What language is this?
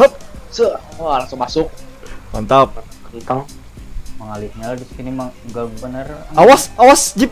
Banjar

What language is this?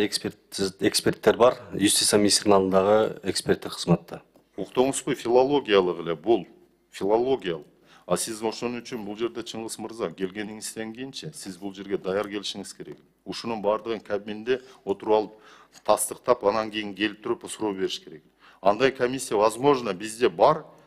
Kyrgyz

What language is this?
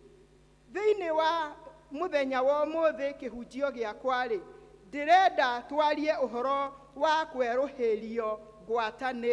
Kikuyu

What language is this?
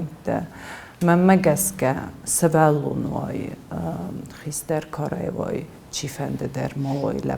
Ossetic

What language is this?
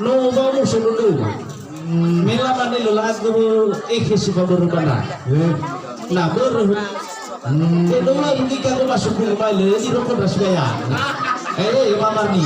Nias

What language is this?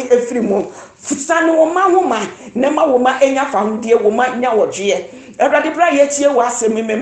Akan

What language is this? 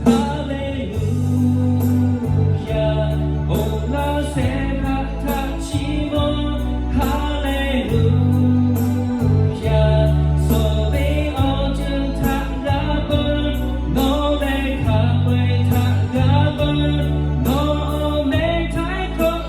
Lahu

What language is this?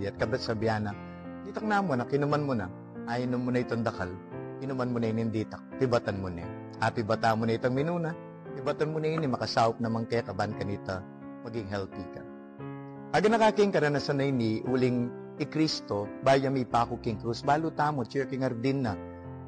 Pampanga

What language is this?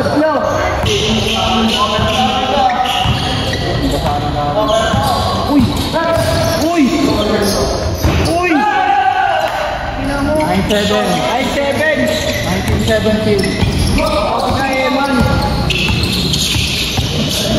Filipino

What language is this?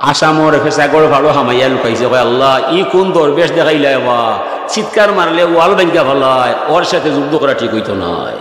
Sylheti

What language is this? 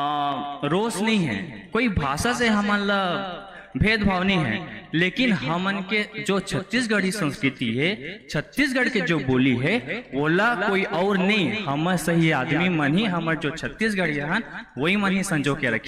Chhattisgarhi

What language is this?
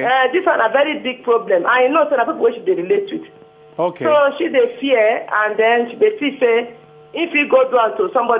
Nigerian Pidgin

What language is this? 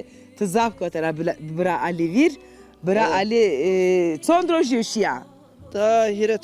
Zaza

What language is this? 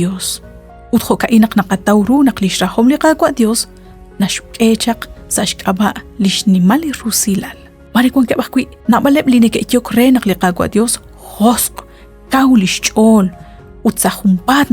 Kekchí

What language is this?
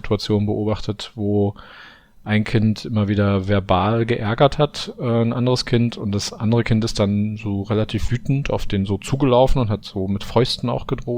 German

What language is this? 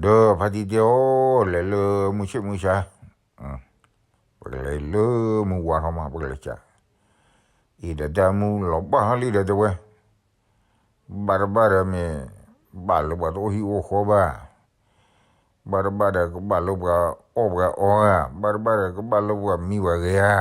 S'gaw Karen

